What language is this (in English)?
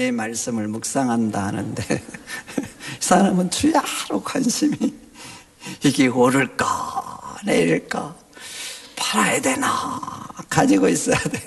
Korean